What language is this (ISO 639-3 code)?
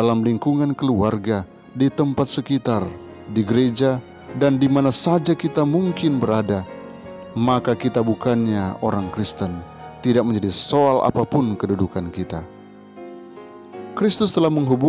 ind